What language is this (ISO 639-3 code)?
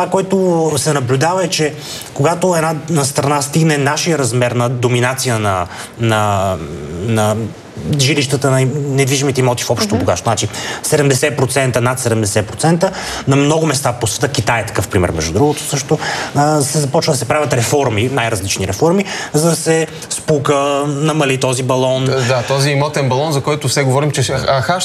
bul